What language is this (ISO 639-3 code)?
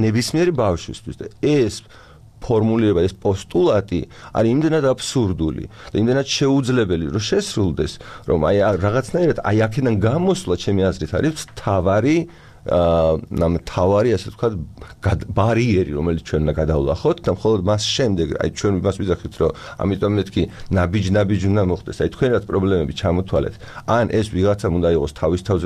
kat